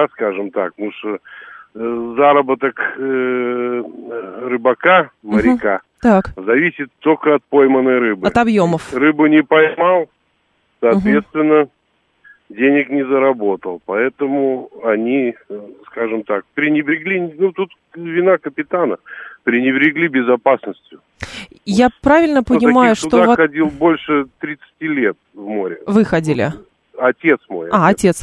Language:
Russian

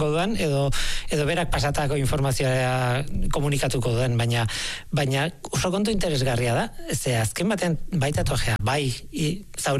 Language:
Basque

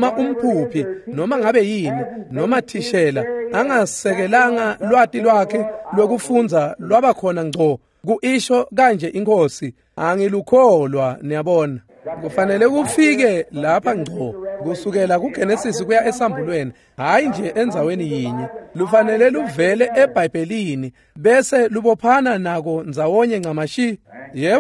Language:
Swati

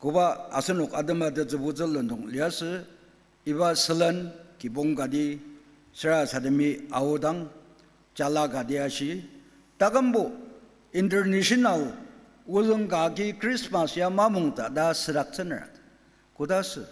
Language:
Ao Naga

